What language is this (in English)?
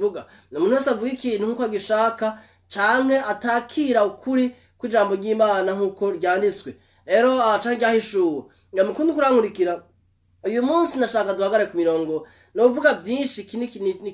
Rundi